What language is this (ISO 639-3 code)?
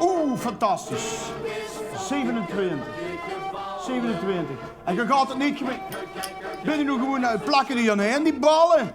lim